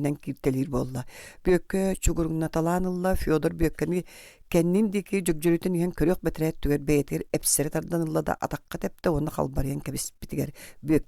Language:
Yakut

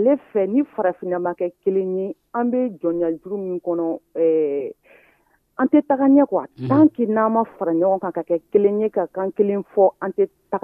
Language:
Dyula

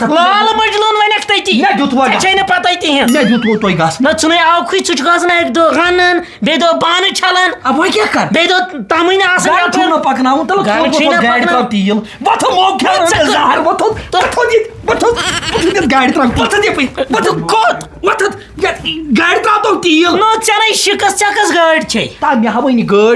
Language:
Kashmiri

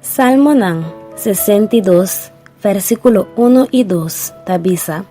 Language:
Papiamento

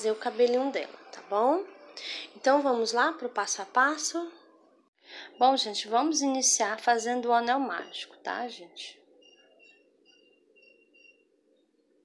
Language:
Portuguese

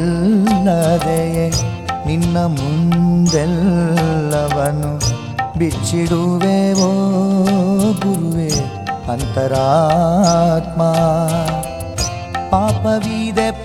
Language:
Kannada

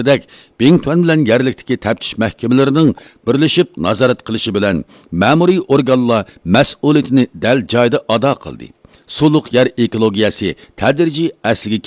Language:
Uyghur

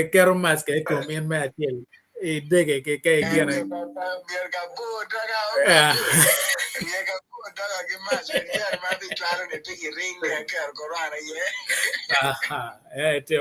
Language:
Acoli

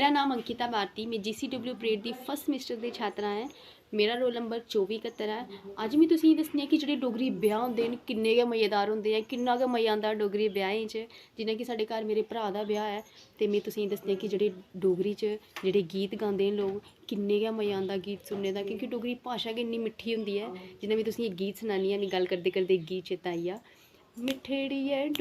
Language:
Dogri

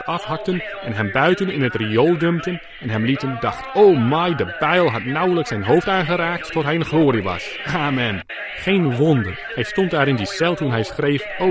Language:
Dutch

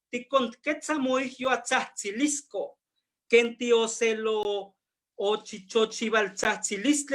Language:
Eastern Huasteca Nahuatl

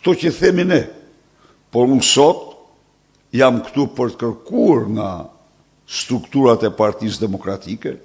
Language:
Albanian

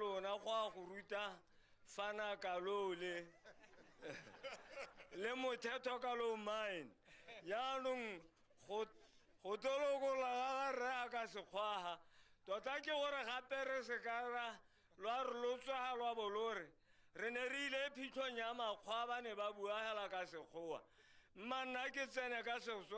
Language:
Tswana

